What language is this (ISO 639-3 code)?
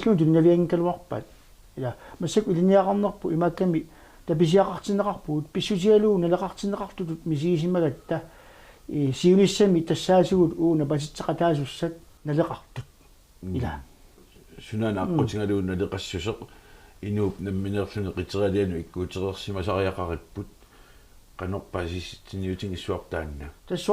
kal